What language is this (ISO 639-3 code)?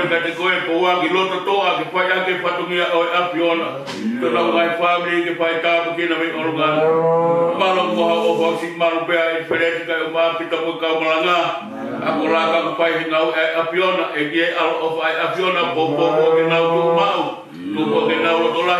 ton